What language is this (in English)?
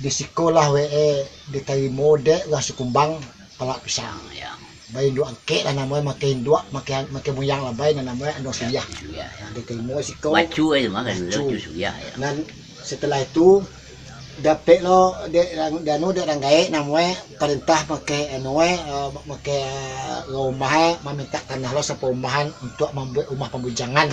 Minangkabau